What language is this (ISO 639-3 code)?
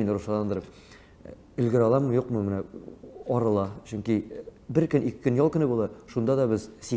tat